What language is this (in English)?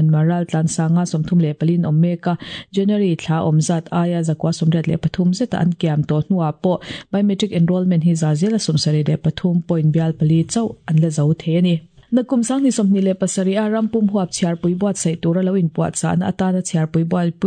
Mizo